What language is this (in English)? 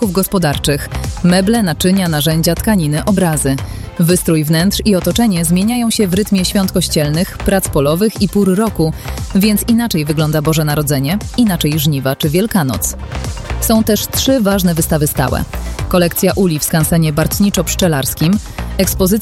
Polish